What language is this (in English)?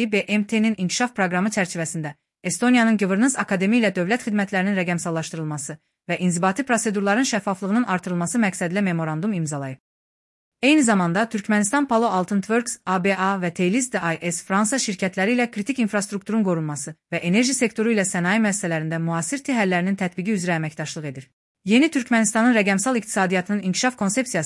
Azerbaijani